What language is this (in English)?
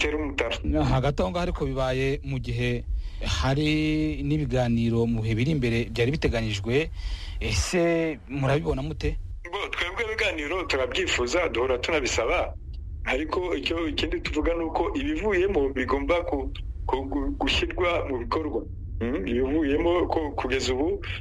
Kinyarwanda